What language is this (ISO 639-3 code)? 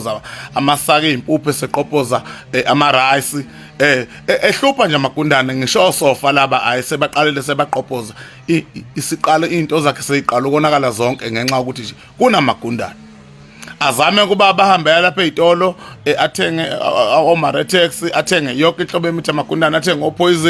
zul